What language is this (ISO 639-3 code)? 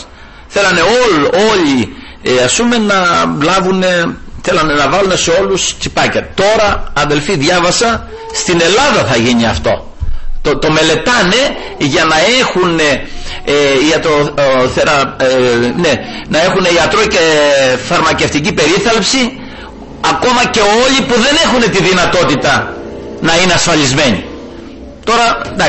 ell